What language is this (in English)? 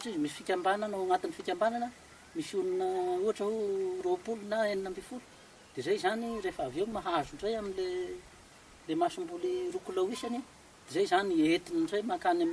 Malagasy